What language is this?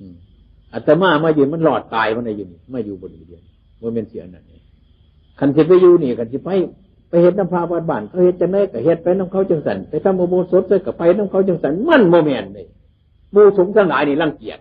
Northeastern Thai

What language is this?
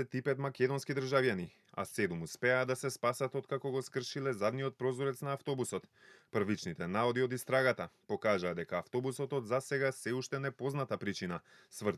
Macedonian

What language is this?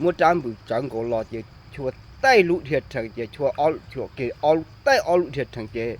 Hmong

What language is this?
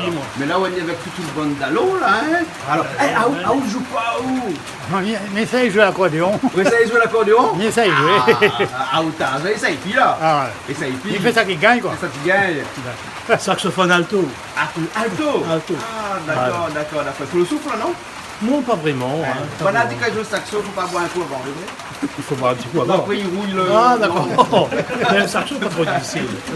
Réunion Creole French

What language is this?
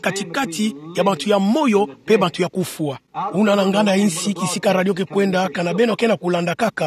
Kituba (Democratic Republic of Congo)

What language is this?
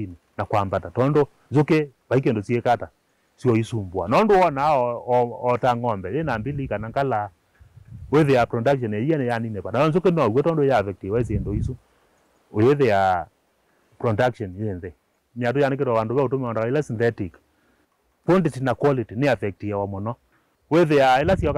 Kamba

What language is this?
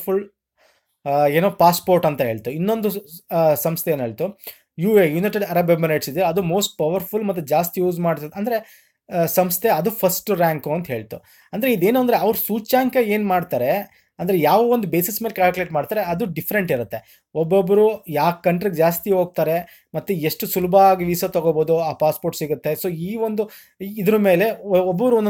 Kannada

